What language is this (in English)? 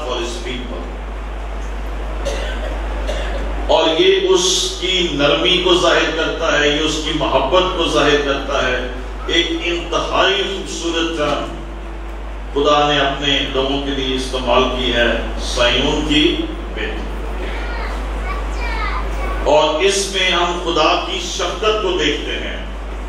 Urdu